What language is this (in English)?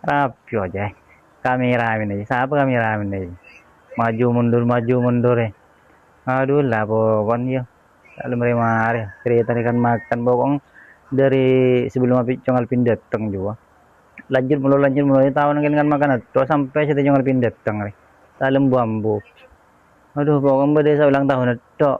Madurese